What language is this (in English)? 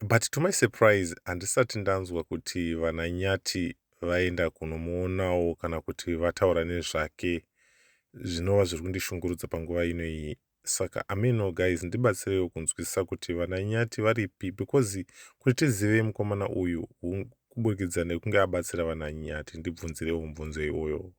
Shona